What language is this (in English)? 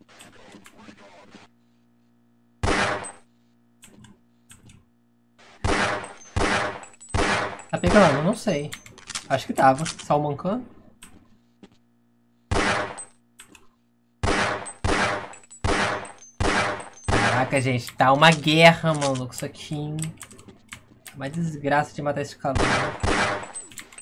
Portuguese